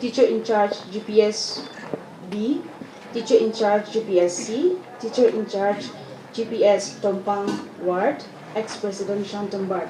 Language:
Naga Pidgin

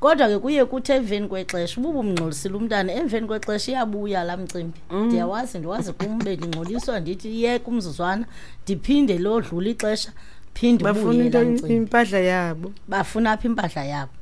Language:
Xhosa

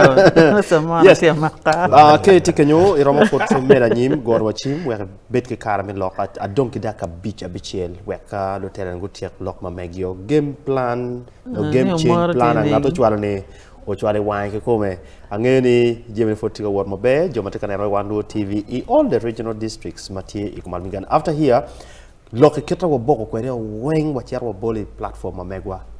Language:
Acoli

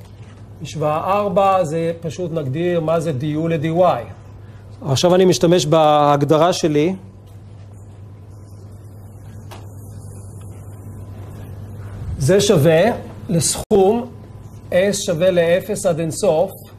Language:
Hebrew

